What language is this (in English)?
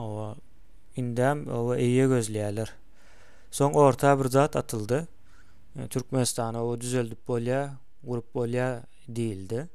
Turkmen